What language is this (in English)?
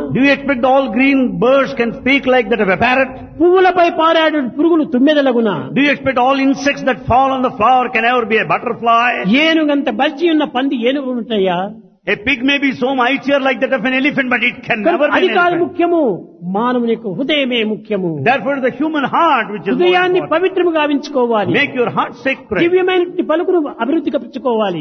Telugu